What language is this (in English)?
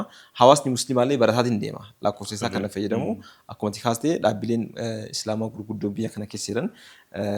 Oromo